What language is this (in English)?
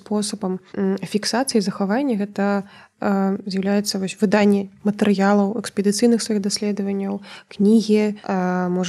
Belarusian